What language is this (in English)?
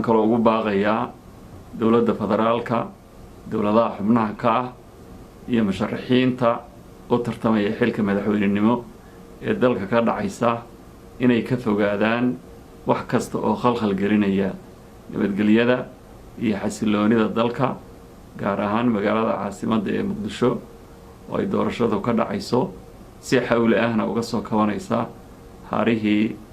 Somali